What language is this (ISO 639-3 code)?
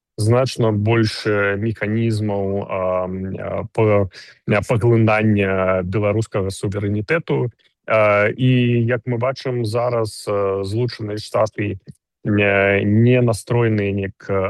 bel